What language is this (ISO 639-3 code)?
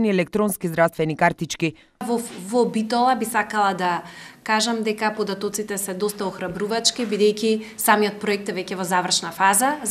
mkd